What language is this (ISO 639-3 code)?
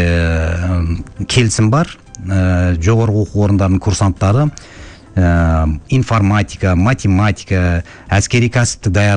kaz